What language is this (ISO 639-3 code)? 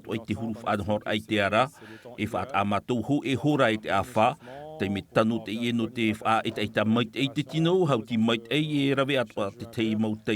tah